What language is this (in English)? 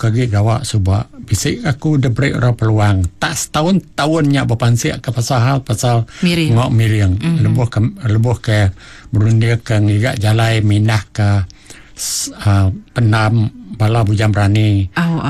Iban